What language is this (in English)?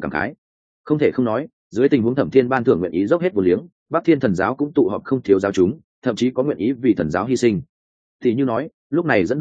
Vietnamese